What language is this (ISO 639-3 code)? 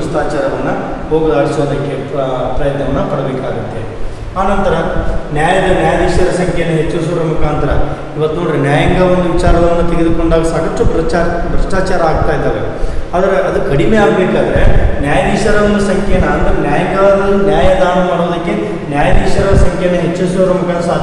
kan